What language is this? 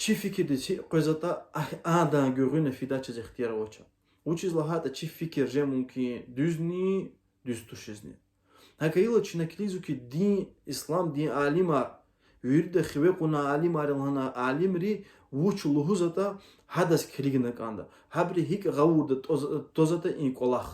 Lezghian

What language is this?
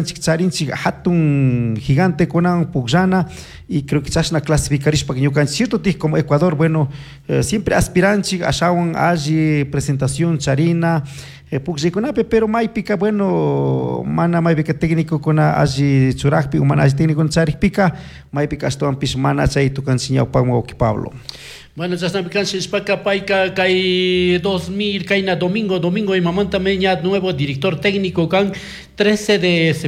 Chimborazo Highland Quichua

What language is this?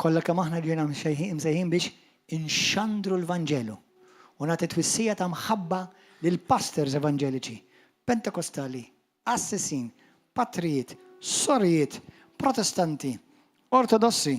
Maltese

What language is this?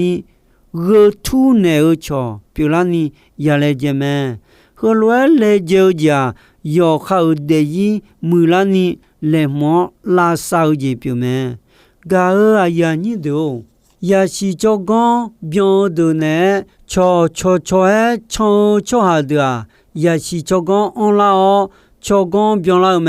Akha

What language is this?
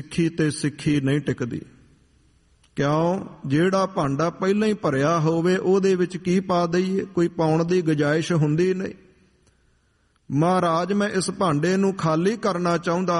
Punjabi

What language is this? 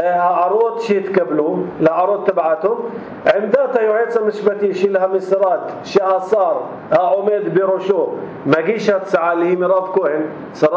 North Levantine Arabic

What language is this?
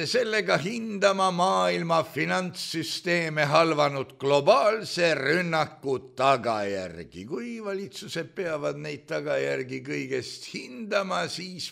Estonian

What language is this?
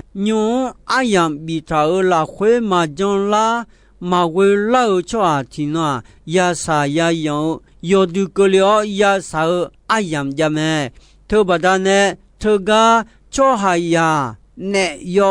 Akha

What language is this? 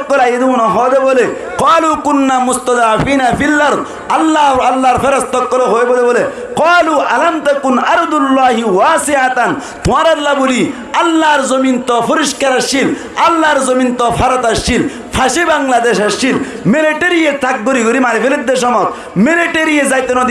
Rohingya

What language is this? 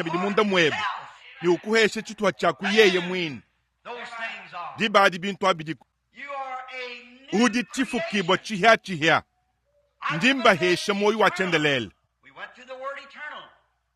Luba-Lulua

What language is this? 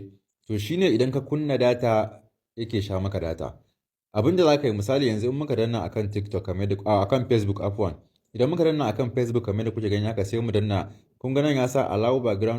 Hausa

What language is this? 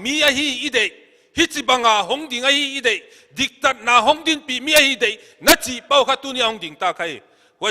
Paite Chin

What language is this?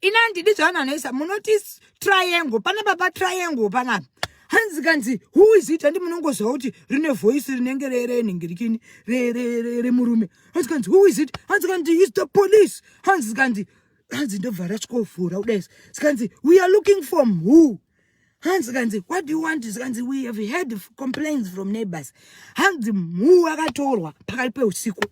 Shona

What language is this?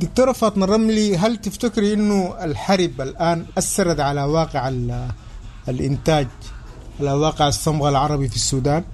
Sudanese Arabic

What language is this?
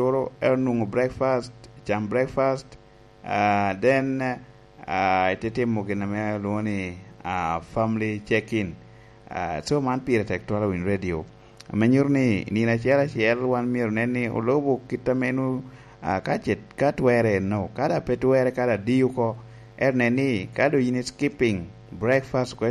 Lango (Uganda)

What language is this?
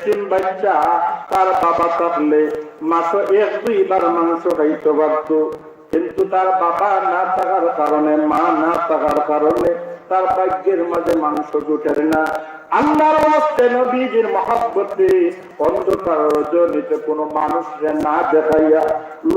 Sylheti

